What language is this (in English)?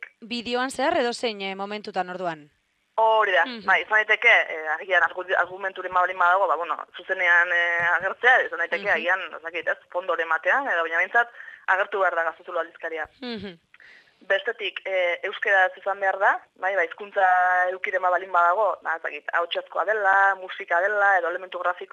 Basque